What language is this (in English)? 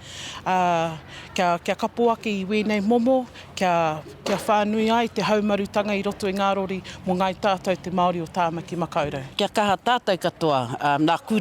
Māori